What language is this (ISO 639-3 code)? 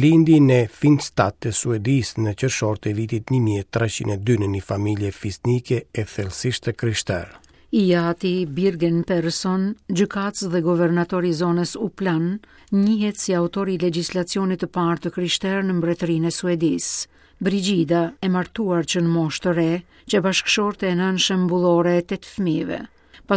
sqi